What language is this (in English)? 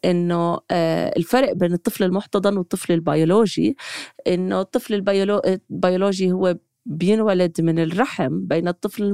North Levantine Arabic